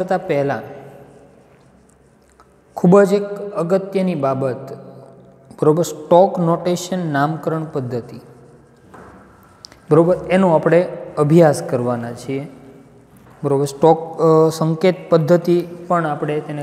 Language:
Gujarati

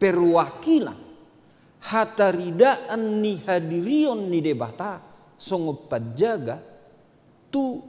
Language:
Batak Toba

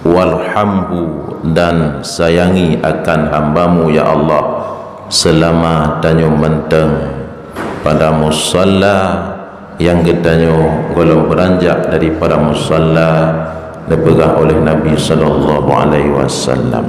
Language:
Achinese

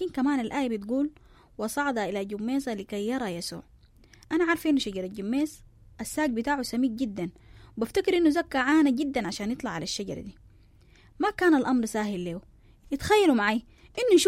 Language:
Sudanese Arabic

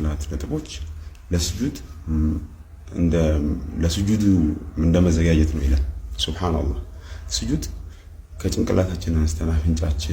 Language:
Amharic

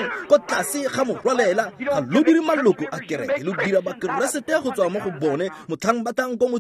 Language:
Tswana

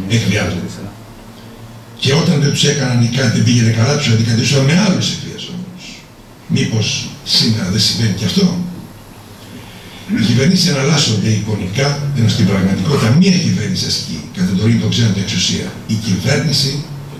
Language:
Greek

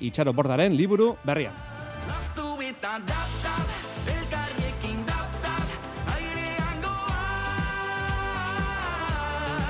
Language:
Basque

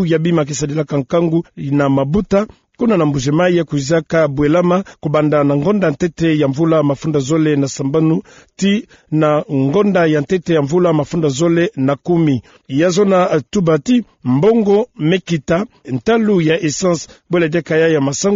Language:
Kituba (Democratic Republic of Congo)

